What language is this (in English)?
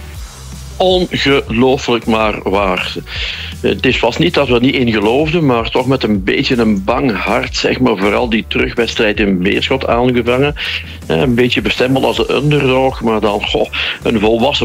Dutch